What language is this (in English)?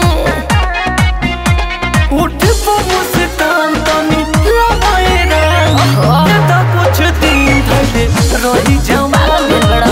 Bhojpuri